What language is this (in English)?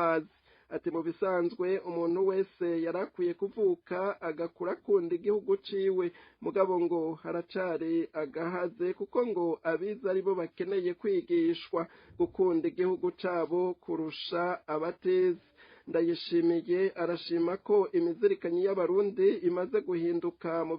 Rundi